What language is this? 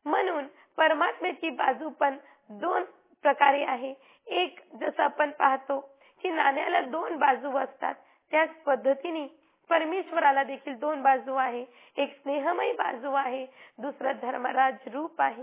Marathi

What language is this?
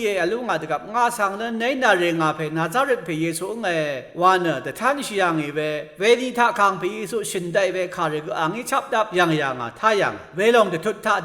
Rawang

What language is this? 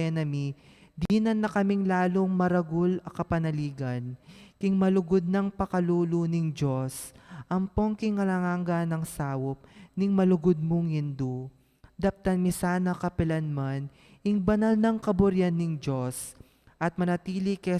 Pampanga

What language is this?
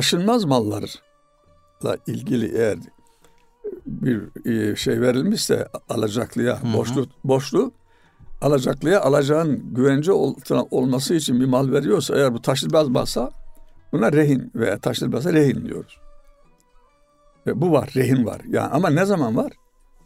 Turkish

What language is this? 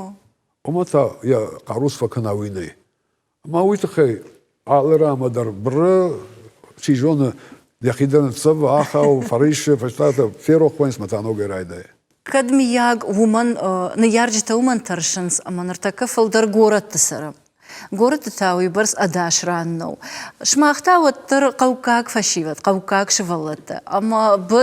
Ossetic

